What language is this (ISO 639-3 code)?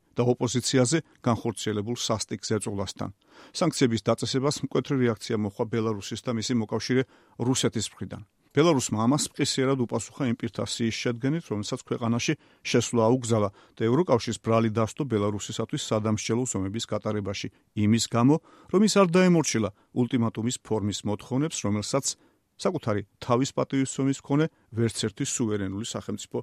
kat